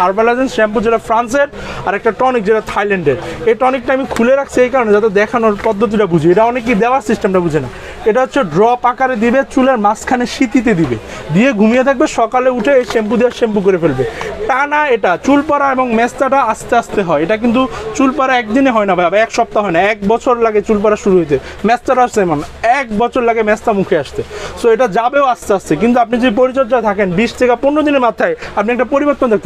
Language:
Bangla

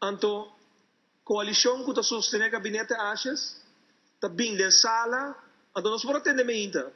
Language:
Papiamento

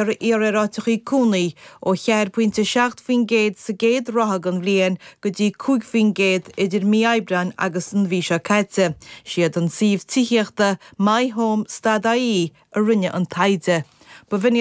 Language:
Irish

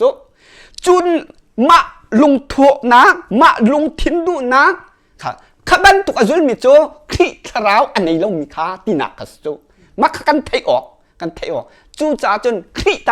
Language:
Hakha Chin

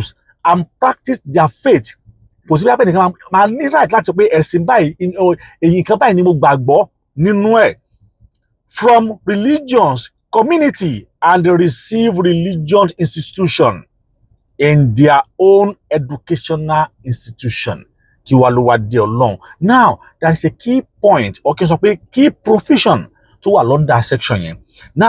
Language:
Yoruba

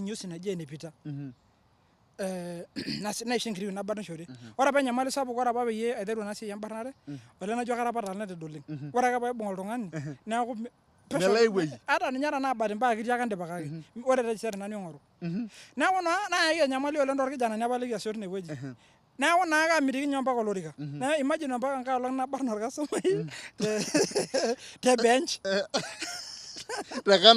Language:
Masai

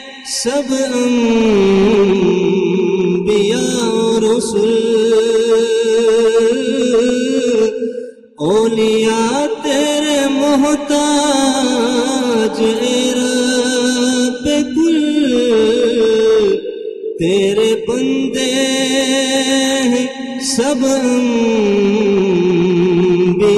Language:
Urdu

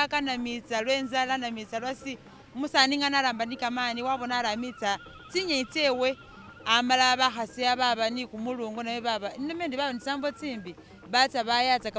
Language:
Masaaba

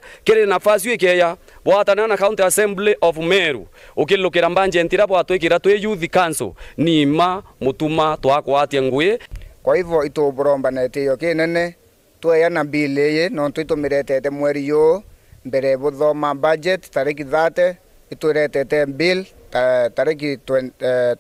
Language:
Meru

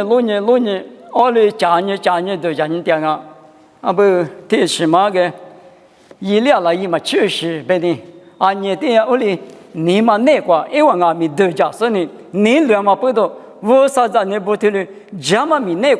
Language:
Lisu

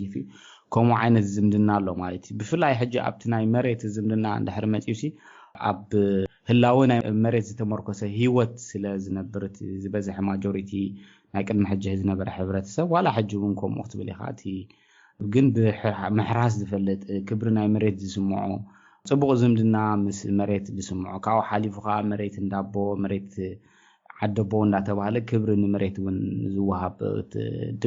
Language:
Tigrinya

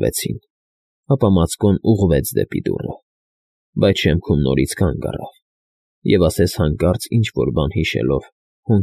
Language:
Armenian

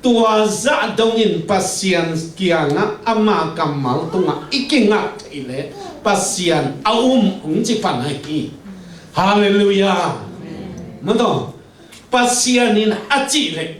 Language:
Tedim Chin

